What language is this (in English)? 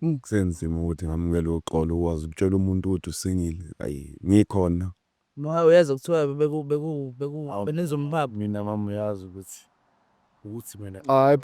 Zulu